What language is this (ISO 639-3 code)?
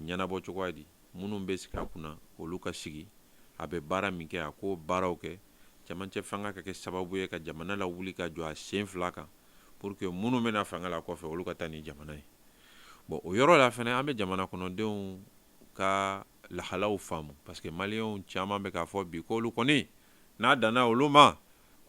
bam